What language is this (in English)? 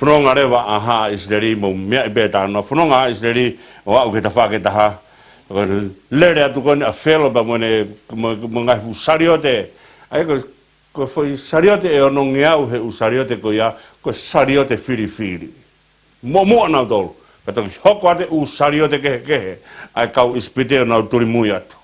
Tongan